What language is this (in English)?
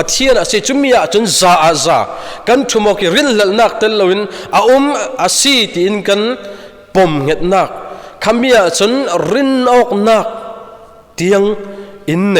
Falam Chin